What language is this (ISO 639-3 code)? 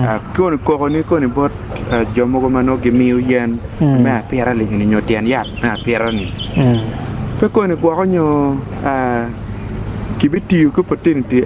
ach